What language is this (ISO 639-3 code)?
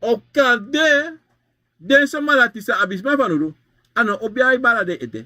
srn